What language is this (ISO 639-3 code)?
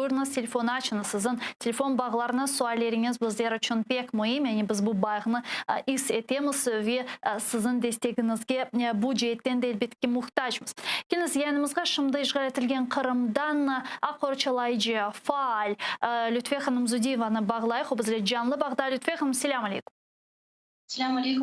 crh